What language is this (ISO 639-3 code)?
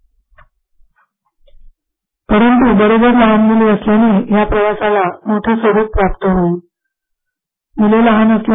mar